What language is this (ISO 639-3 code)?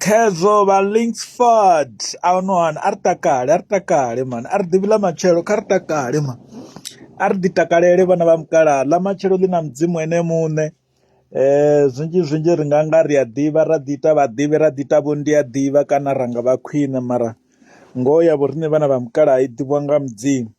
ven